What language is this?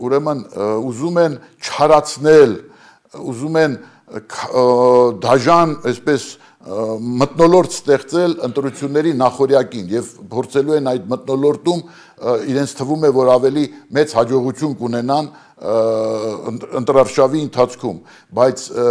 Armenian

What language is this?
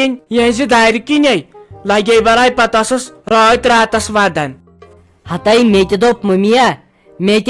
Kashmiri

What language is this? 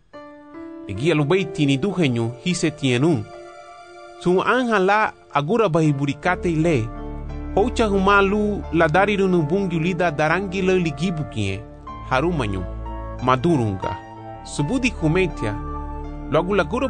Garifuna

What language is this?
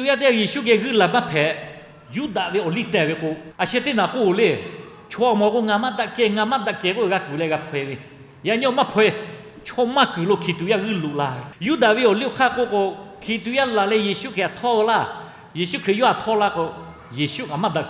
Lahu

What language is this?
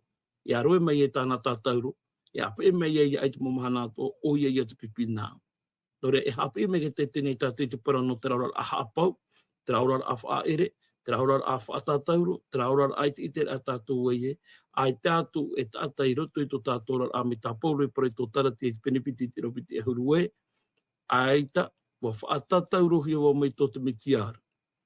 Tahitian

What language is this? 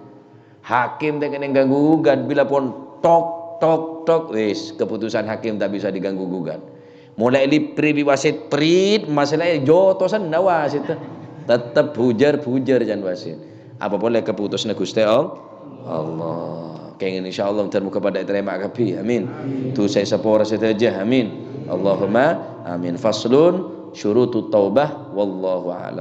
Madurese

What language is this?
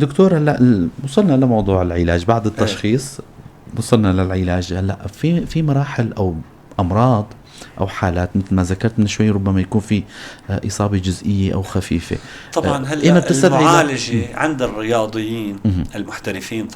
North Levantine Arabic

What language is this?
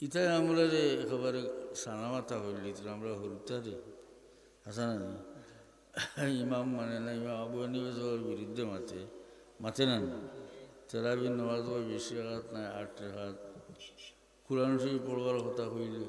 Sylheti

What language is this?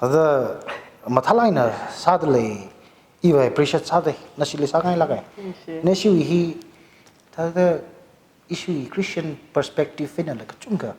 Tangkhul Naga (India)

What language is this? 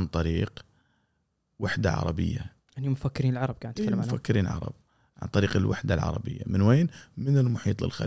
Gulf Arabic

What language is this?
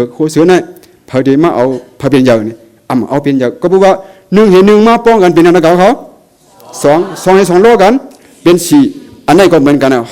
Shan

